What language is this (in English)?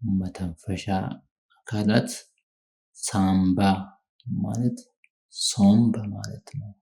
Amharic